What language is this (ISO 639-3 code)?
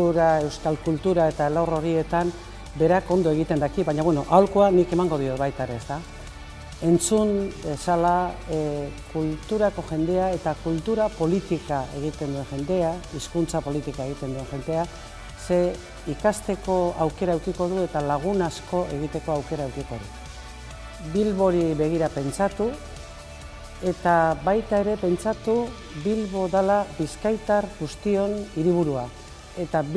eus